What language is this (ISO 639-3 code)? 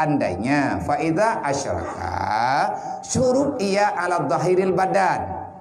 ace